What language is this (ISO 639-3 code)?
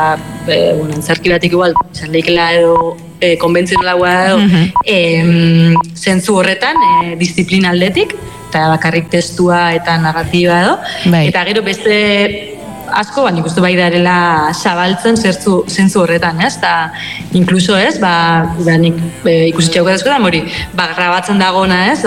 eus